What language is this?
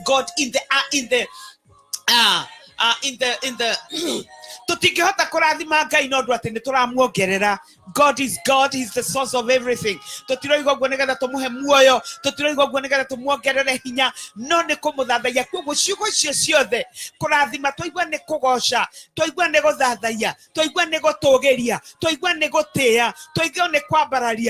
Kikuyu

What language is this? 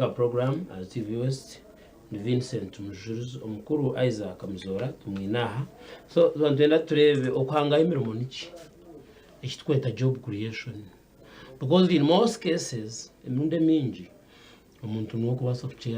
Nyankole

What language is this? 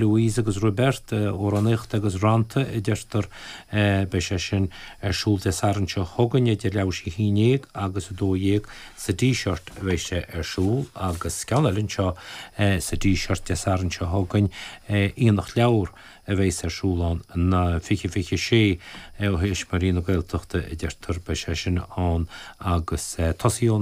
Irish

